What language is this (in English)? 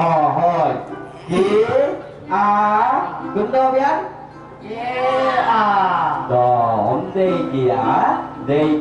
Khasi